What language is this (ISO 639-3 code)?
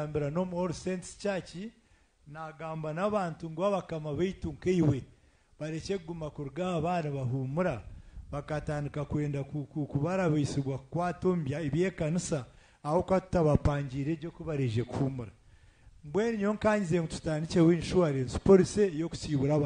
nyn